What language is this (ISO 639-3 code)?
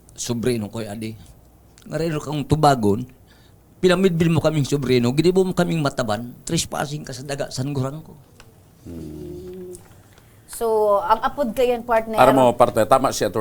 bik